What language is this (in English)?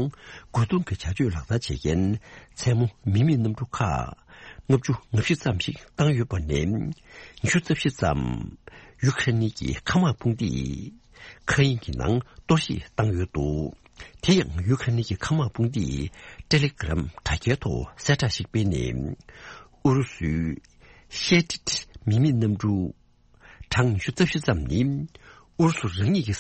Tibetan